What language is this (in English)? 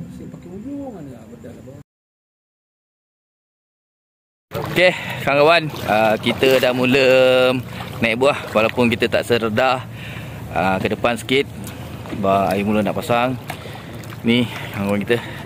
Malay